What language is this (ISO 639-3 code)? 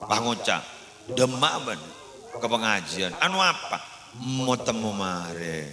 mad